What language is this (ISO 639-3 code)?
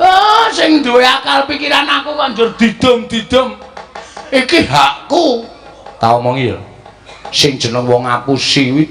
jav